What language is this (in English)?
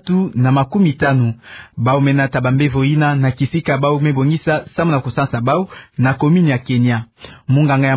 Kituba (Democratic Republic of Congo)